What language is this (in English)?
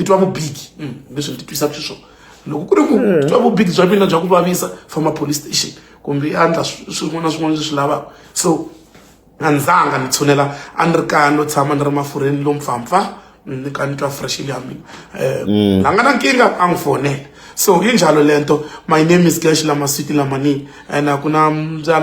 Tsonga